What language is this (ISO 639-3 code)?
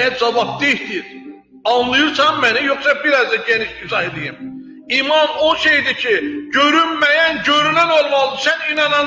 aze